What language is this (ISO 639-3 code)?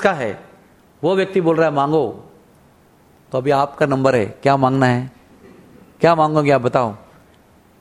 hin